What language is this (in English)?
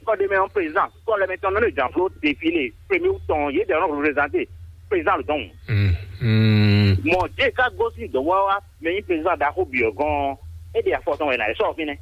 Fon